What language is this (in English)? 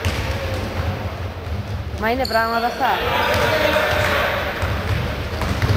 Greek